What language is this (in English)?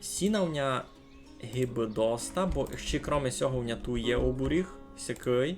Rusyn